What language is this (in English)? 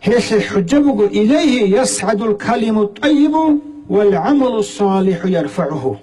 Avaric